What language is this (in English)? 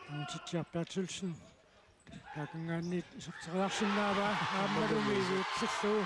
Kalaallisut